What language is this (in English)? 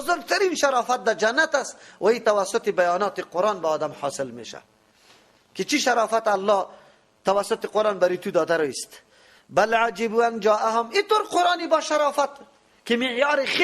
Persian